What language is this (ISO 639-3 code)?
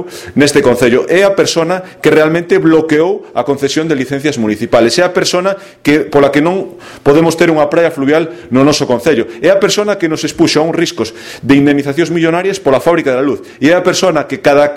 glg